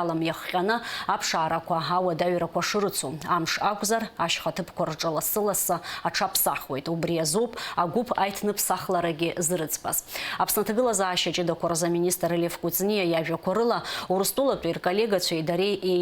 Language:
Abkhazian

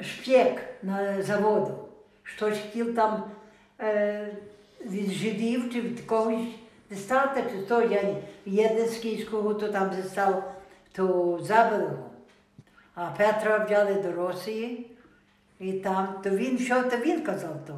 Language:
Rusyn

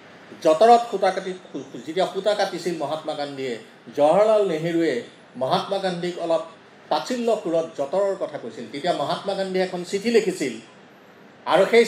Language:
Assamese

